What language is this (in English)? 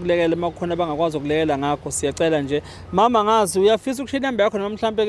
Zulu